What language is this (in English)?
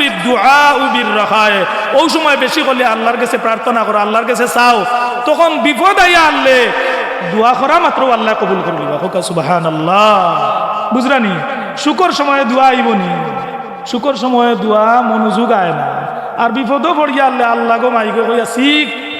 Sylheti